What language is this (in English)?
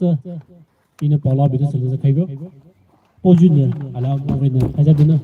Poumei Naga